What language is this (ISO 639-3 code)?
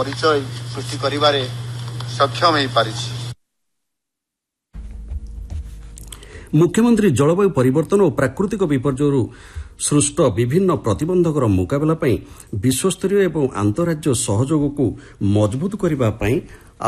ori